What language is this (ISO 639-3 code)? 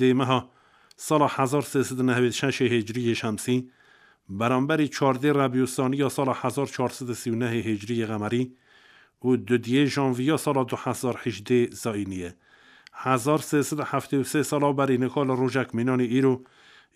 kur